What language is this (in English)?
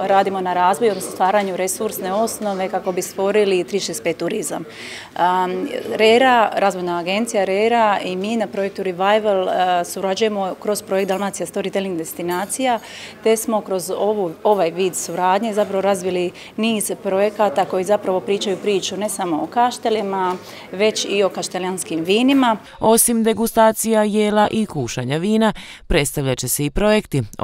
Croatian